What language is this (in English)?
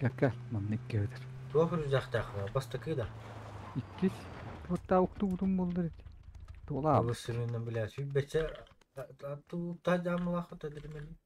Yakut